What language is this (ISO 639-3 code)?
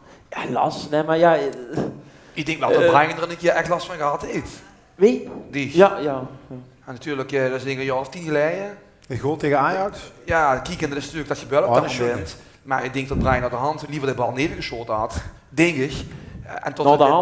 lim